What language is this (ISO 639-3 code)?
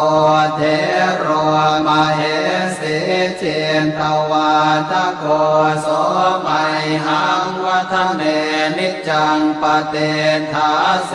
pli